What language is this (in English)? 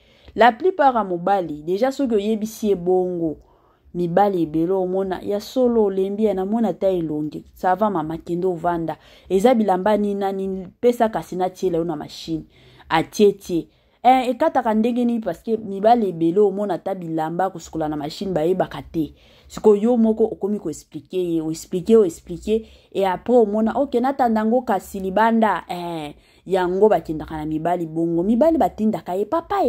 Lingala